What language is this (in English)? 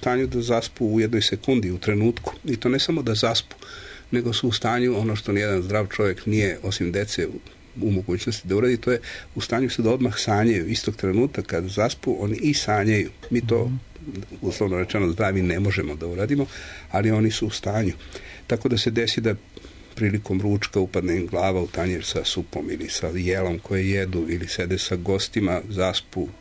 Serbian